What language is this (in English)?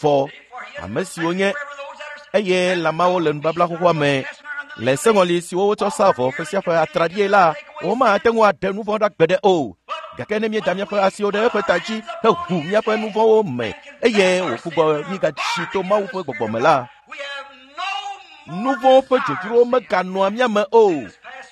Ewe